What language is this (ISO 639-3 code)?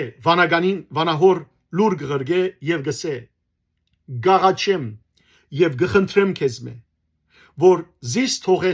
hyw